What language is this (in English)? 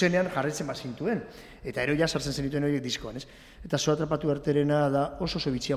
Basque